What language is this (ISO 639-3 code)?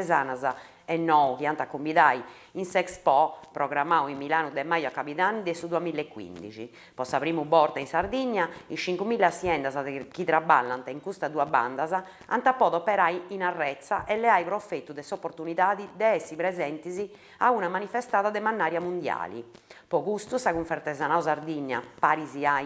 srd